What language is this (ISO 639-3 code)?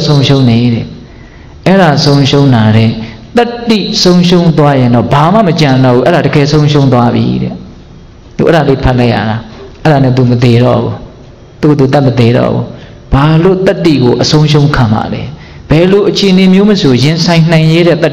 mya